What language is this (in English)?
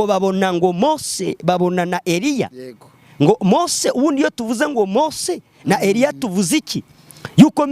Kinyarwanda